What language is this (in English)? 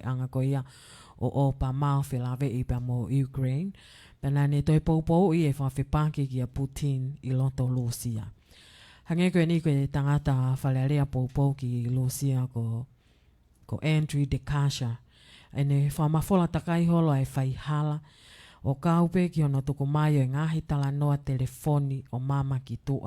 Tongan